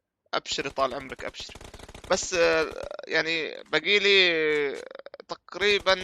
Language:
North Levantine Arabic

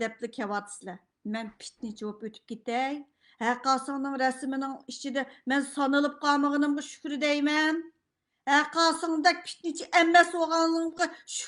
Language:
Uyghur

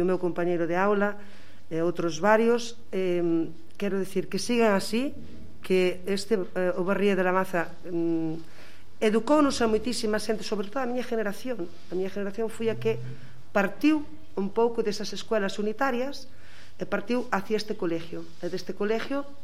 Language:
Galician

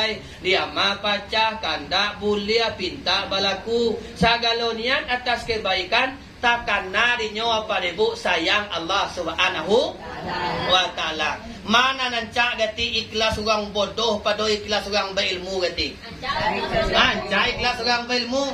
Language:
Minangkabau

